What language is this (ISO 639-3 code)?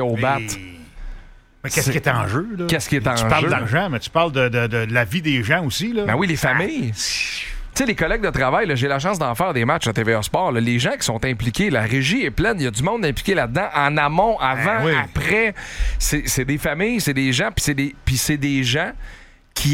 fra